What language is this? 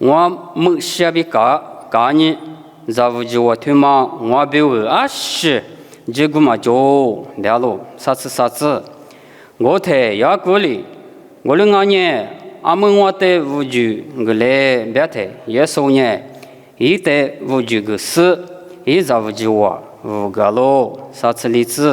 Lisu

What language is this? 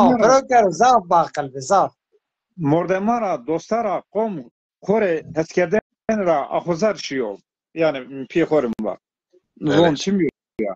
Zaza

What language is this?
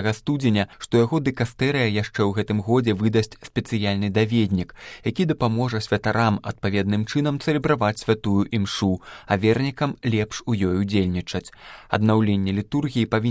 Belarusian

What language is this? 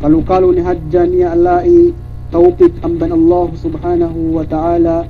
Yakan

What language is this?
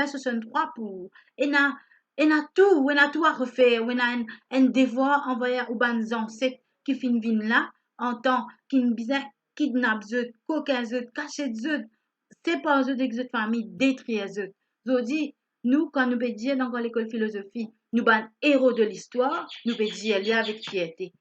Morisyen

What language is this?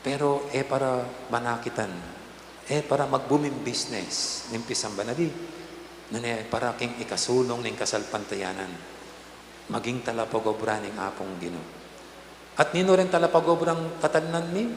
Pampanga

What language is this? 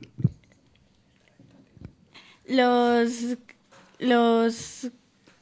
Spanish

